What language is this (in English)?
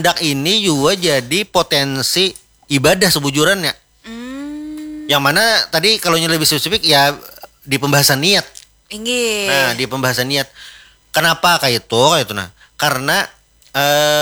Banjar